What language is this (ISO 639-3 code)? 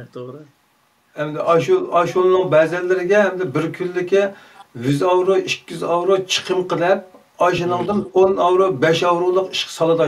uig